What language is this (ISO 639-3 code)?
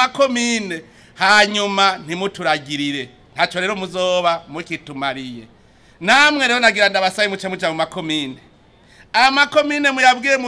run